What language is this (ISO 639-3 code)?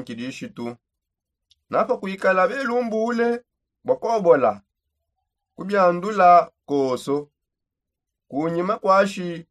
sop